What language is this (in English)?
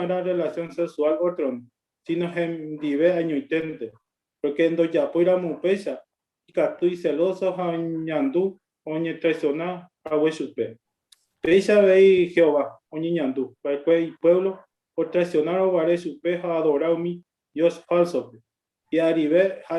Guarani